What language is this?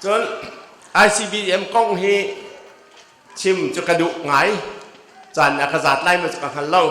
Hakha Chin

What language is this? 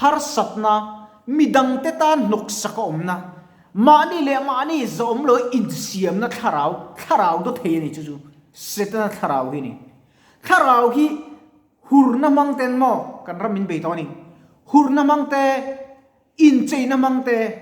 Mizo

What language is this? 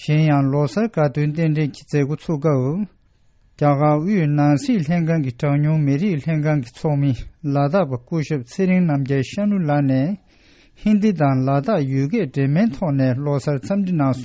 Tibetan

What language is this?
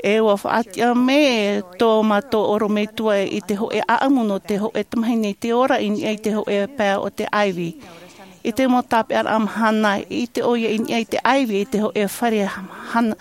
Tahitian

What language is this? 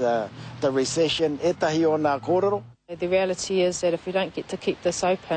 Māori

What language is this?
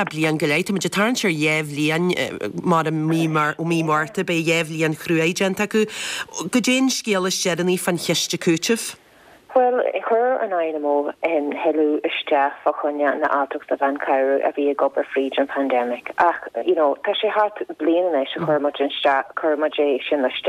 Irish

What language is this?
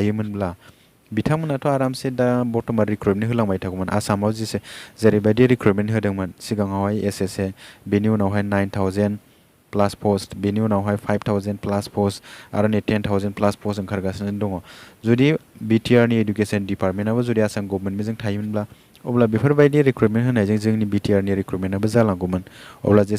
Bodo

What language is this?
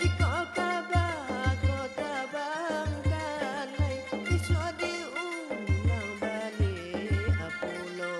Minangkabau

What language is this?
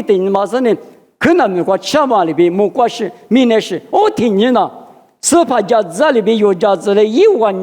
Lisu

